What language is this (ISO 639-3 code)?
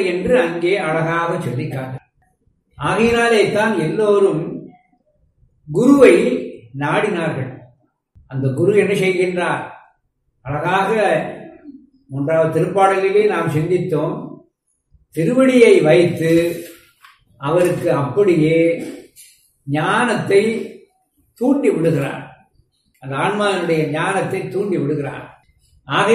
tam